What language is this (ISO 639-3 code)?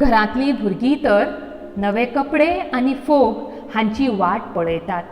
kok